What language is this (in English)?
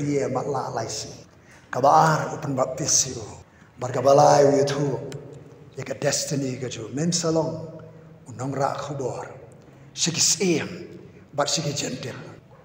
Khasi